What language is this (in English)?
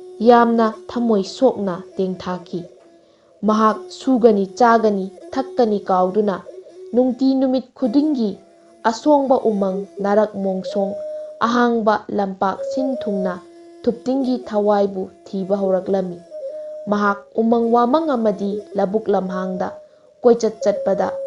Manipuri